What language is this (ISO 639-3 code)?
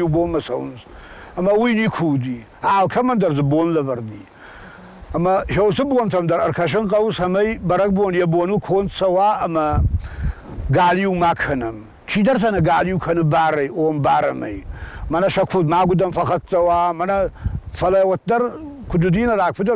oss